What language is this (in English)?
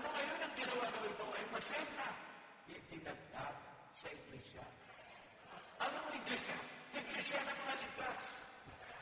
Filipino